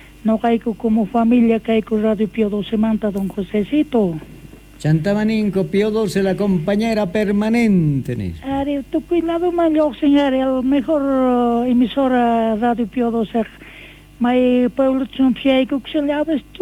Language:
South Bolivian Quechua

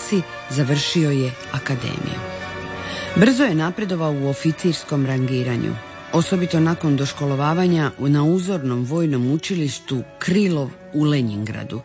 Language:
Croatian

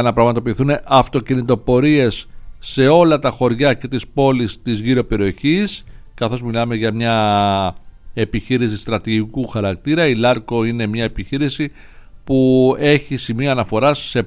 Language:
Greek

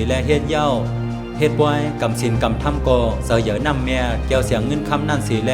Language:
Shan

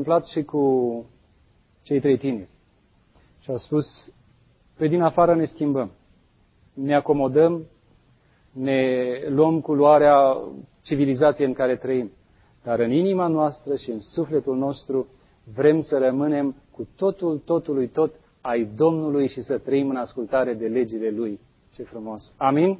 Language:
Romanian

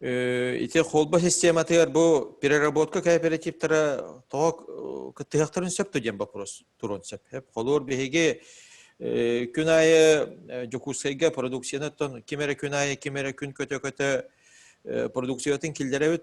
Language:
Yakut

